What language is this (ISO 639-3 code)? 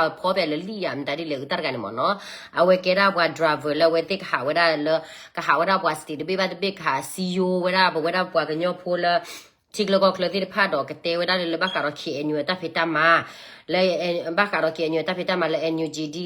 ksw